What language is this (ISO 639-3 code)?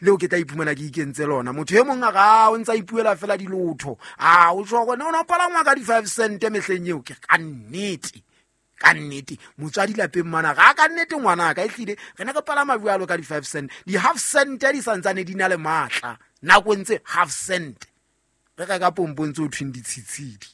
sot